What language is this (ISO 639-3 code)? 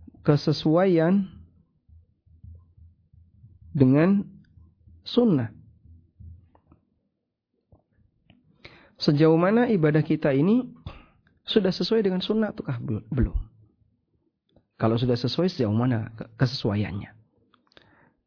ind